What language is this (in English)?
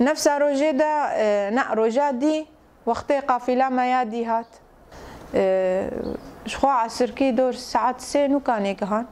Kurdish